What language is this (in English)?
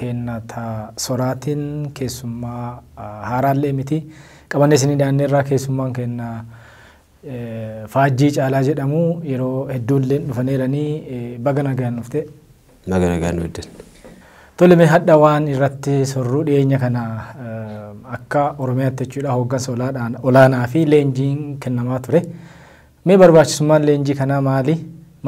Oromo